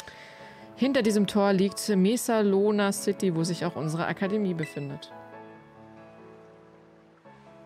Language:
German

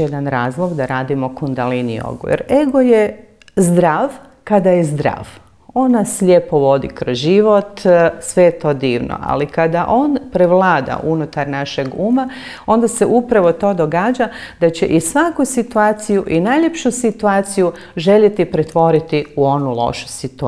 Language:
Croatian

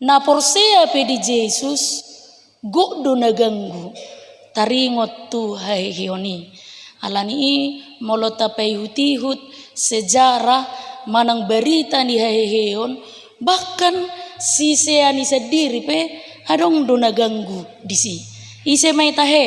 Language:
Batak Toba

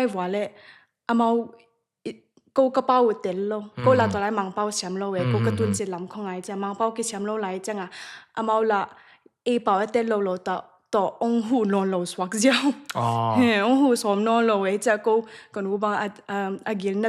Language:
Tedim Chin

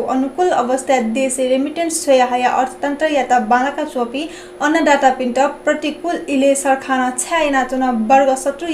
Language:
Newari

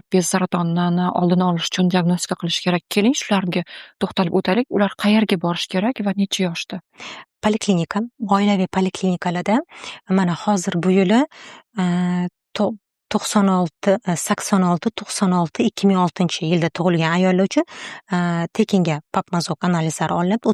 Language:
Uzbek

